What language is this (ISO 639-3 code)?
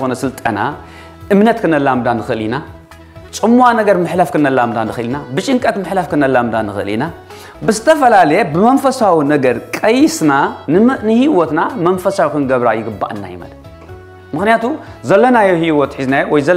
tir